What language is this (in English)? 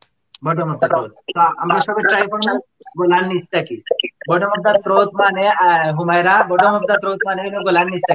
Sylheti